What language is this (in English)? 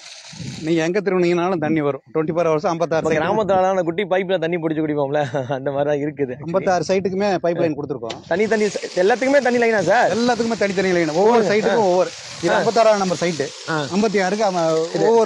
Tamil